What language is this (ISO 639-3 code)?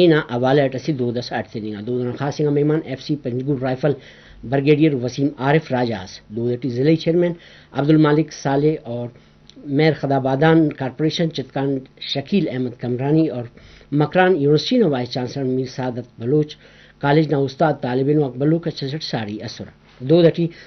brh